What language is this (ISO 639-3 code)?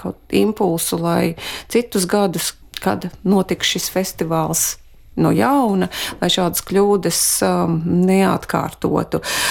lav